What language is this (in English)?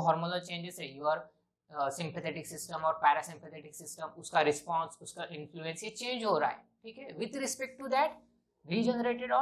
Hindi